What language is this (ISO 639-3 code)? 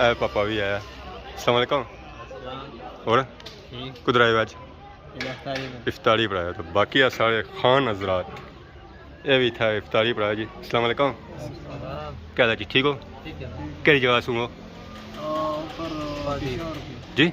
phr